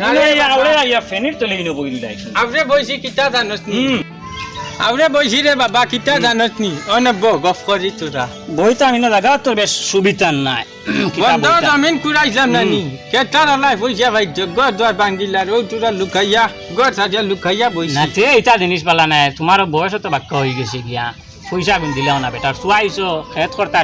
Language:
Sylheti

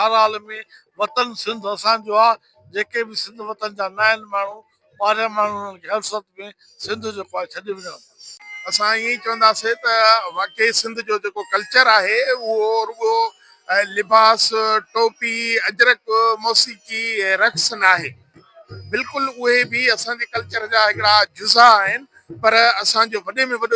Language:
Sindhi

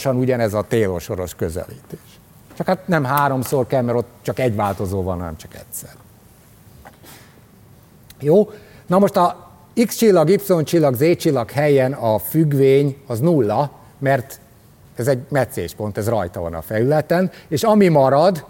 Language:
Hungarian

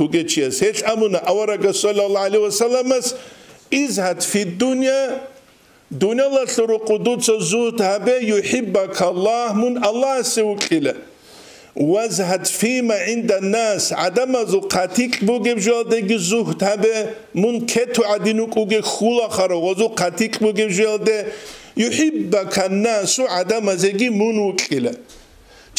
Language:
Avaric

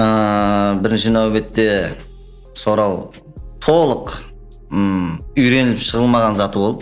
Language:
Kara-Kalpak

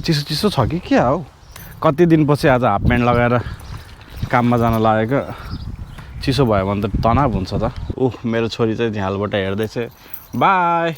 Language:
Nepali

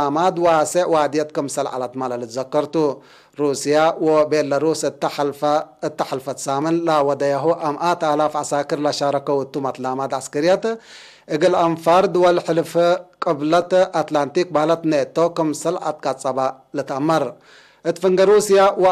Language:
Tigre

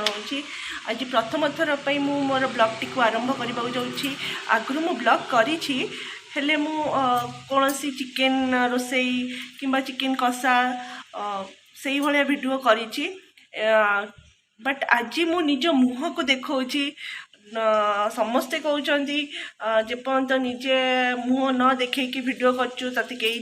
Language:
Odia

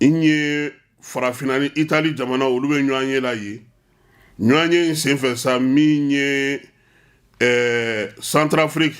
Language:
Bambara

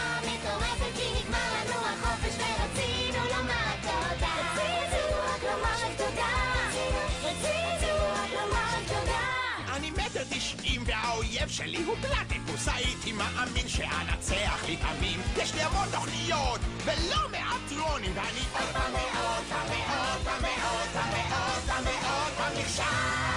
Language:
Hebrew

